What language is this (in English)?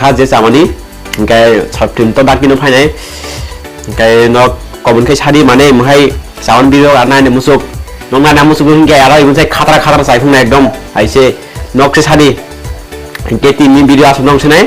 Kok Borok